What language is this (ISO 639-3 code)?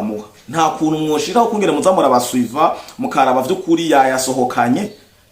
run